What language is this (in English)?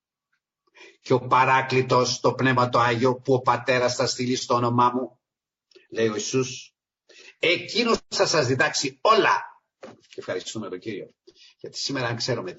Greek